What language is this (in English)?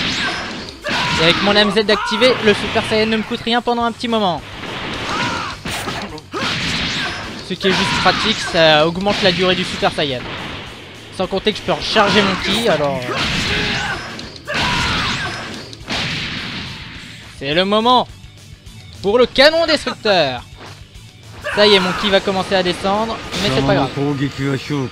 French